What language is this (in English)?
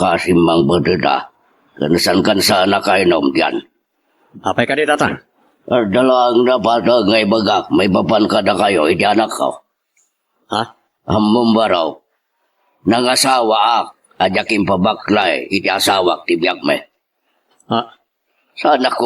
Iloko